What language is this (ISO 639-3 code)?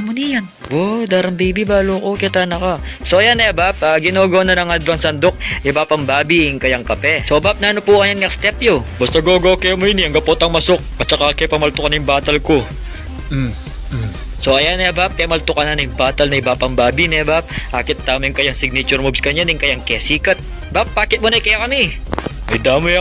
pam